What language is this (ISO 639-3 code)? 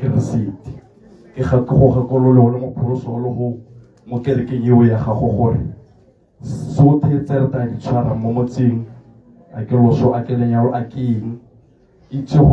tsn